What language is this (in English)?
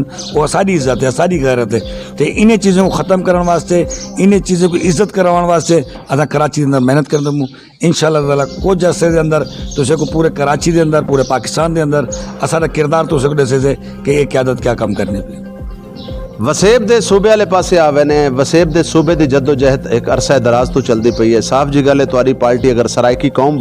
Saraiki